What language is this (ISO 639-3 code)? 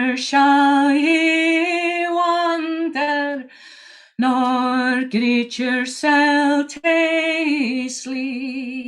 sco